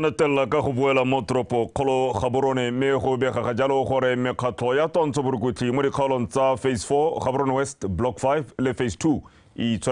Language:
Tswana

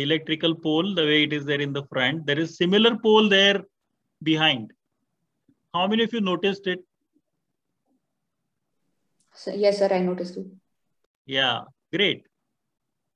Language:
English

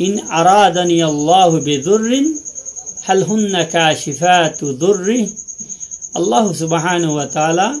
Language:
Rohingya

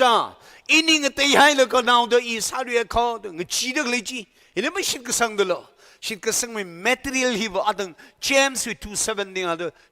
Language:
Tangkhul Naga (India)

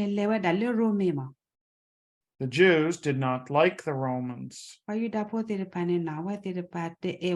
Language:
S'gaw Karen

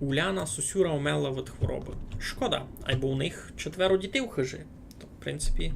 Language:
Rusyn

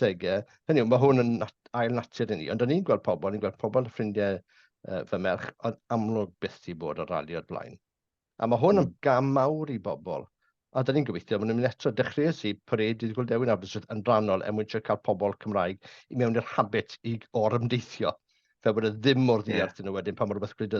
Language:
Welsh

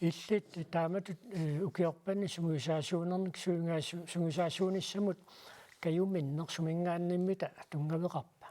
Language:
Kalaallisut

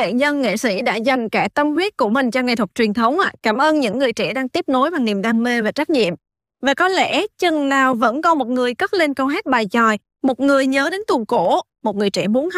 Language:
Vietnamese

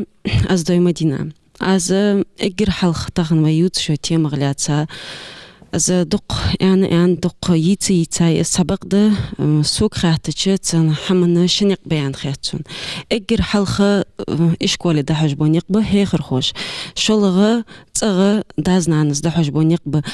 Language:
Ingush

